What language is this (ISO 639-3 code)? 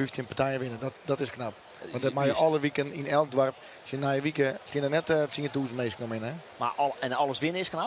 fry